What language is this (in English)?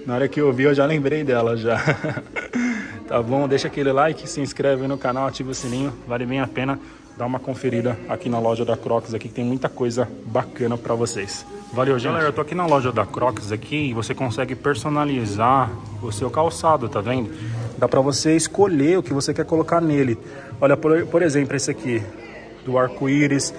Portuguese